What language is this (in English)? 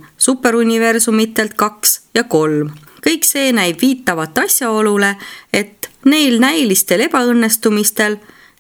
Estonian